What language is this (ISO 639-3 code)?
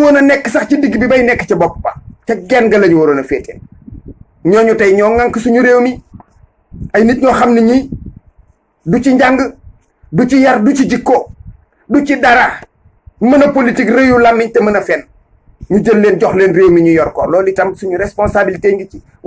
wol